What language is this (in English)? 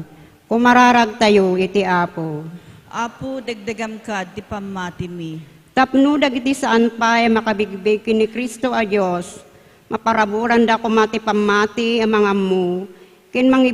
Iloko